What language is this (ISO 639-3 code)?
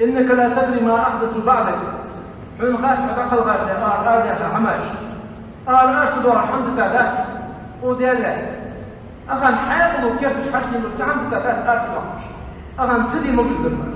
inh